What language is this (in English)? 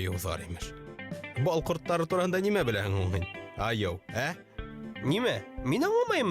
Bashkir